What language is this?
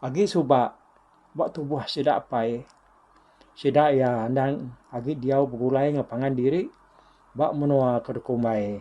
Iban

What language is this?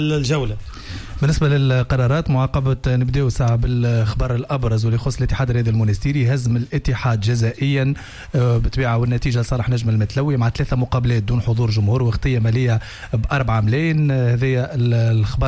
Tunisian Arabic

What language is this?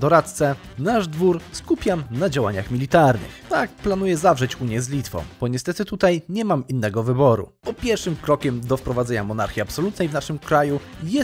Polish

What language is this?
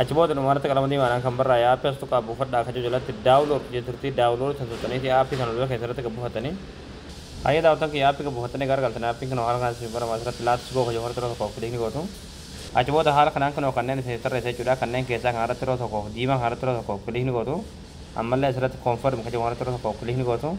Oromo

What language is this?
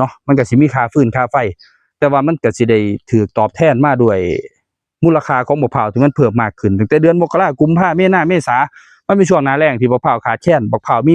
Northeastern Thai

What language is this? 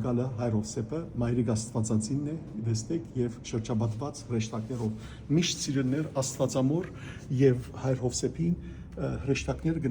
Western Armenian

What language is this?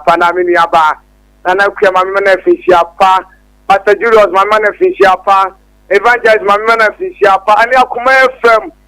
Akan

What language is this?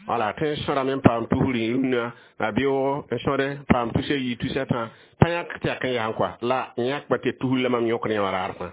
Mossi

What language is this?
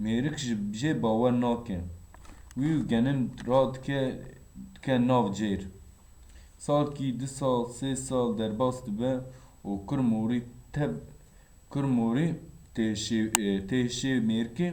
Kurdish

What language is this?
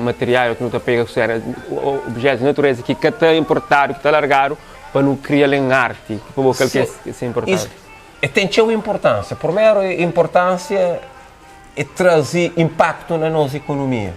Kabuverdianu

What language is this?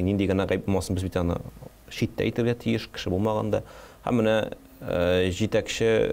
Tatar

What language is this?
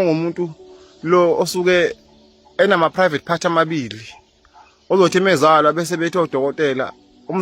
Zulu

